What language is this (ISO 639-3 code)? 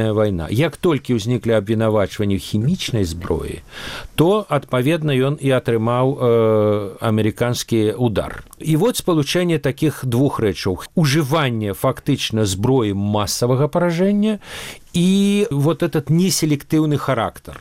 bel